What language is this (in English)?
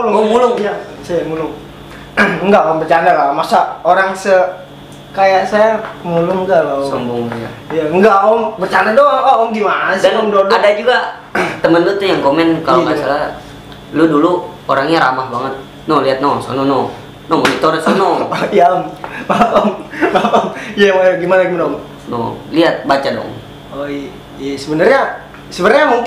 Betawi